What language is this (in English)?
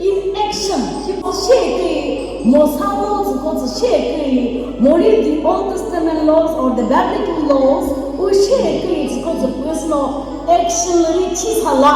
Chokri Naga